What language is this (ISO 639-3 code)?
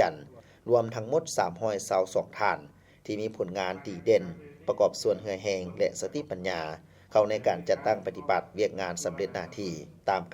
lao